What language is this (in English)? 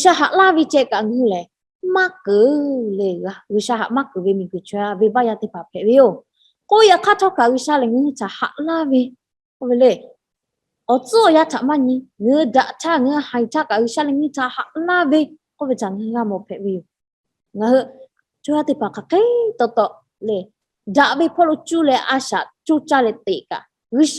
Lahu